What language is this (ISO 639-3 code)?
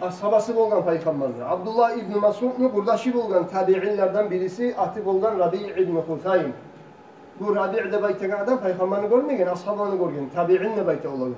kum